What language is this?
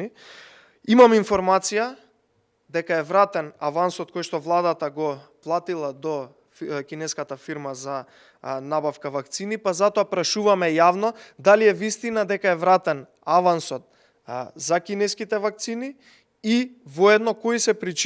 Macedonian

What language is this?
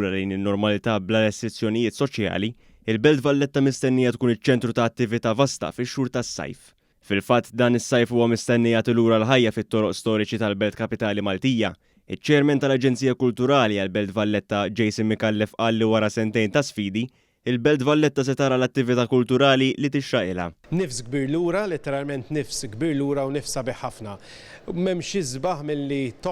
Maltese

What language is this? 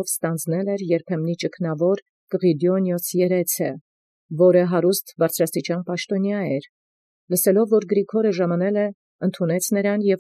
Armenian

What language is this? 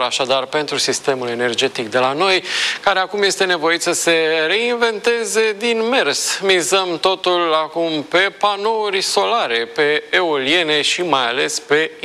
Romanian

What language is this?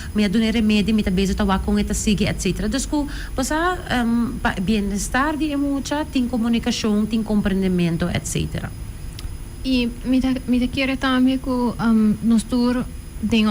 Papiamento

